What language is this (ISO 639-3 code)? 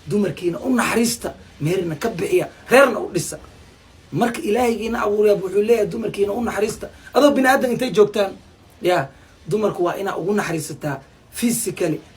som